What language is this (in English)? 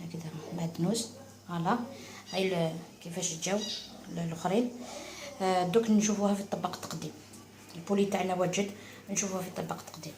Algerian Arabic